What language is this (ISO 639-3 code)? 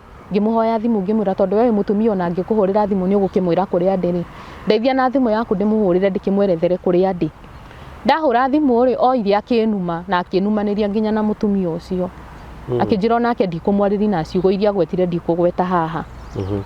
kik